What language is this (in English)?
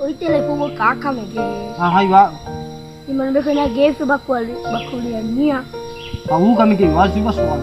Nias